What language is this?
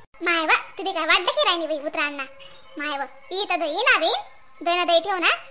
Khandesi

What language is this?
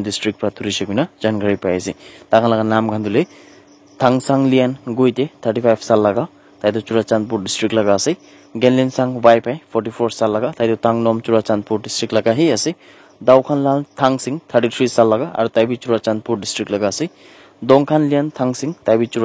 Naga Pidgin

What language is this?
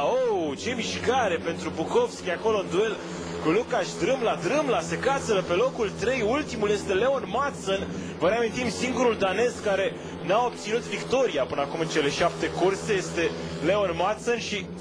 Romanian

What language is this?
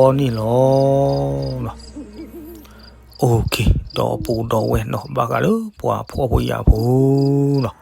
S'gaw Karen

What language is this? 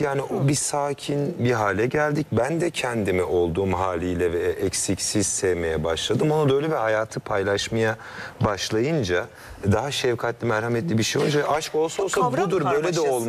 Turkish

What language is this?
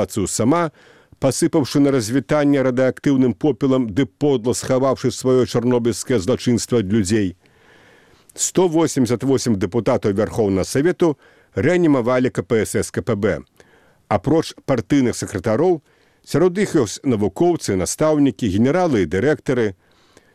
Belarusian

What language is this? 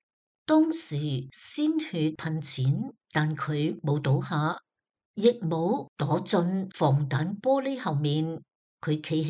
Cantonese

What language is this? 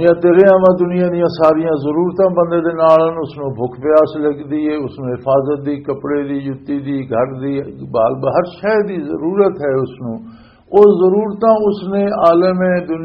Western Panjabi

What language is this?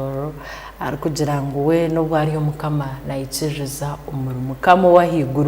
Tooro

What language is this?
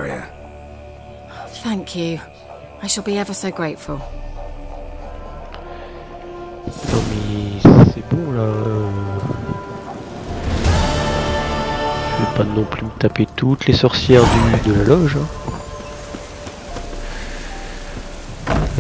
French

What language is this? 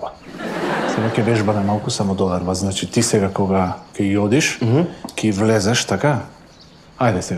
Macedonian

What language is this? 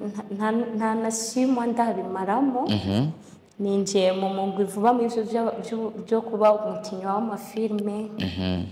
Rundi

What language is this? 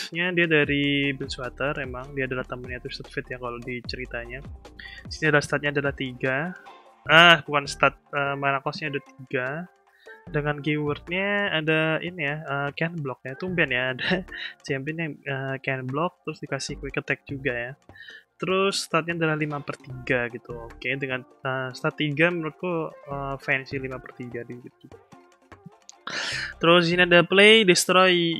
Indonesian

